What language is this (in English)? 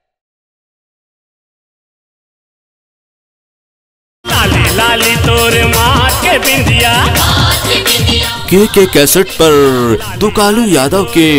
Chhattisgarhi